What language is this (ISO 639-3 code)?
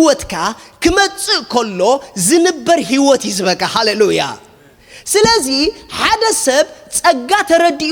tir